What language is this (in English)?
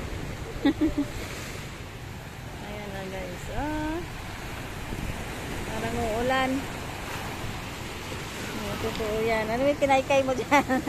Filipino